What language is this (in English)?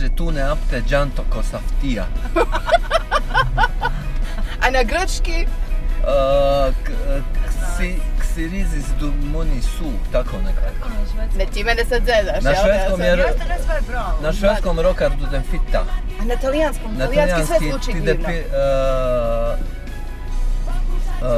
Bosnian